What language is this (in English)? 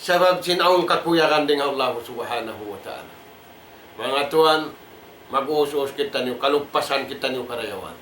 Tausug